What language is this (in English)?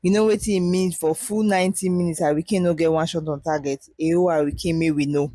Nigerian Pidgin